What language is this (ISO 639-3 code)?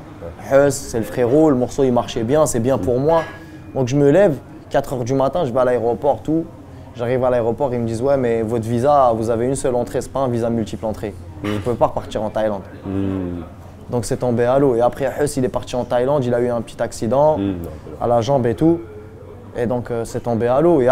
fra